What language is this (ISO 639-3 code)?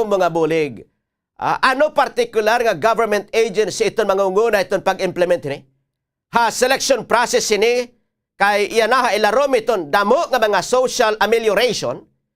war